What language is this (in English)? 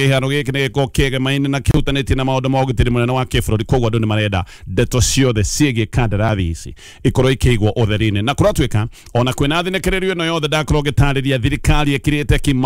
Kikuyu